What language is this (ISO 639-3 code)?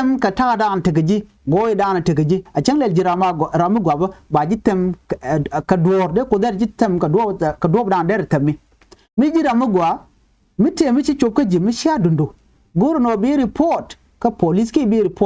nus